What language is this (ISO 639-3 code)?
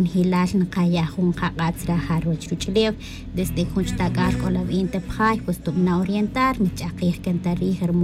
tzj